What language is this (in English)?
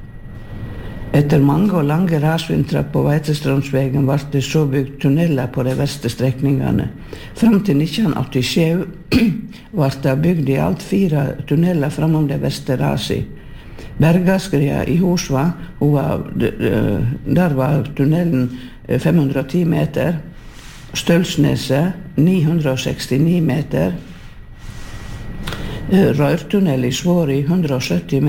Norwegian